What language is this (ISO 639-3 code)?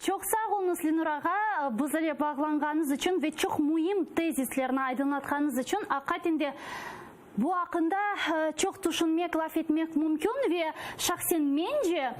crh